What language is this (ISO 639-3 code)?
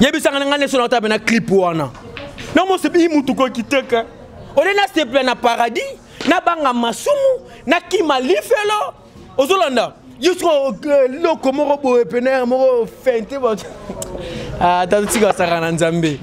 lin